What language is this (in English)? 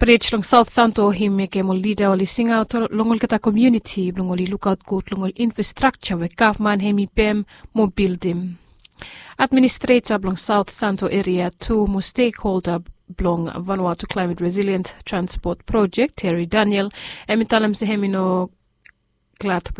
Bislama